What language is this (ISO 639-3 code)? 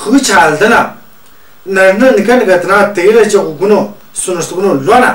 mjg